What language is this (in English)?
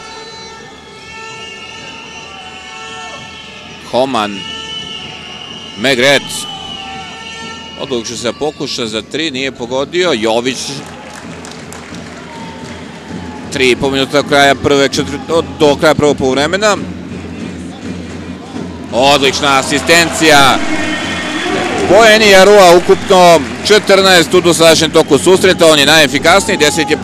Serbian